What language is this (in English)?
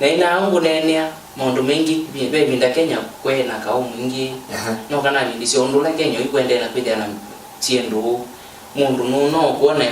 Kamba